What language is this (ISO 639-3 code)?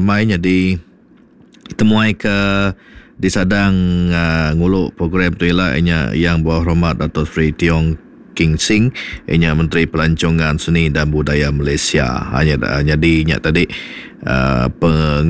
iba